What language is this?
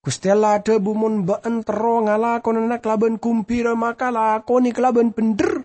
Madurese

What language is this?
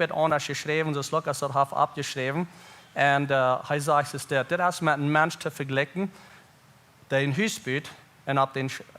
Plautdietsch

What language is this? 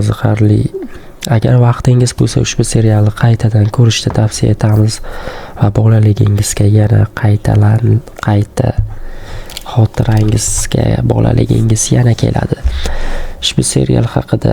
Uzbek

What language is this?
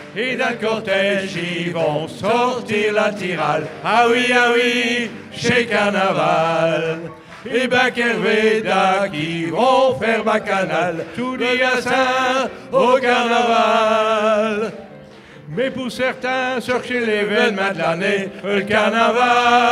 Picard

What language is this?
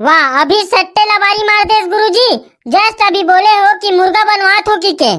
Chhattisgarhi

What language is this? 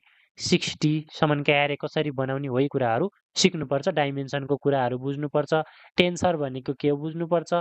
Nepali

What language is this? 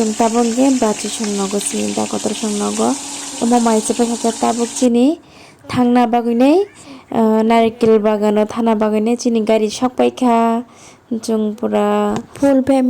Kok Borok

